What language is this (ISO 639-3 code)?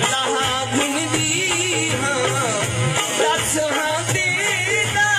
skr